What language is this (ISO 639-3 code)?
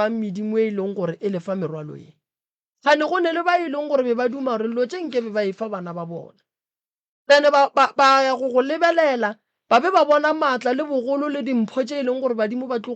nso